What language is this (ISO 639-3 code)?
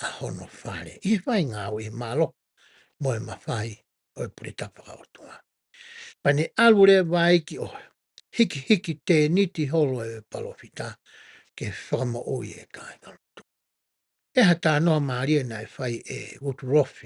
ton